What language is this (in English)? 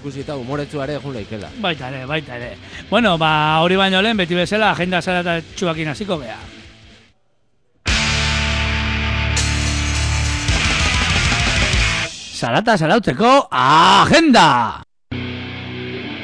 Basque